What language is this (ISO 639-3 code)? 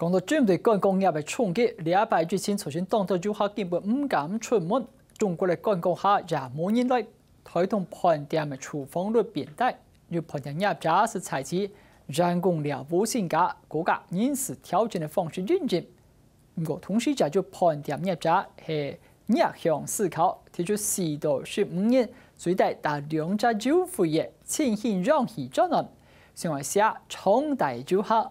hak